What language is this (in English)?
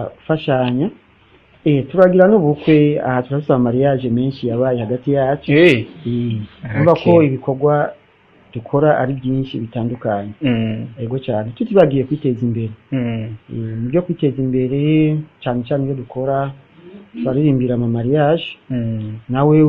Rundi